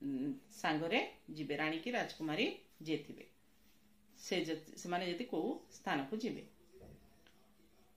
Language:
Odia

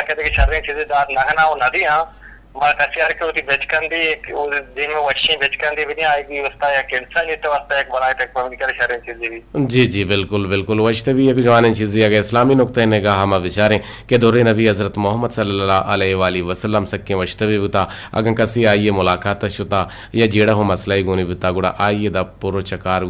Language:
Eastern Balochi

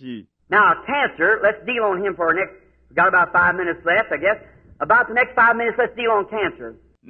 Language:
Bemba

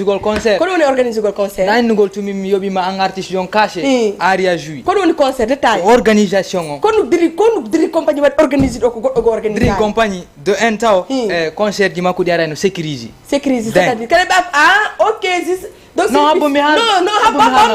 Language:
Fula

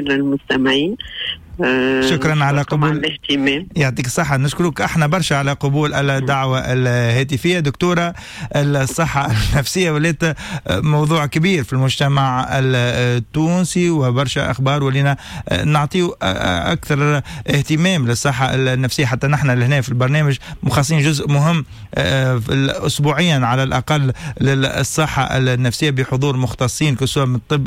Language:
Tunisian Arabic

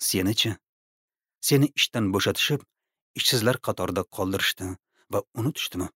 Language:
Uzbek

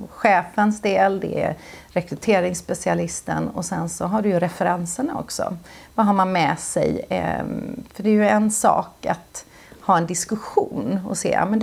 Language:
Swedish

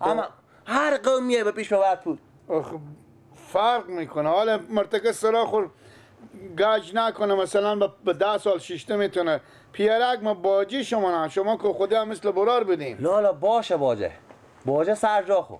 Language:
Persian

